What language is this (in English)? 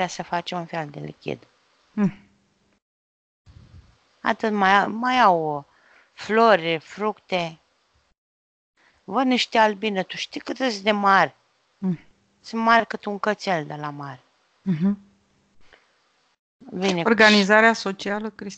Romanian